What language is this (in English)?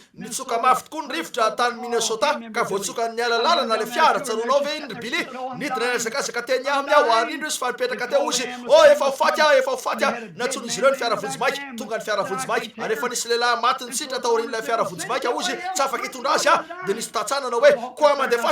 Malagasy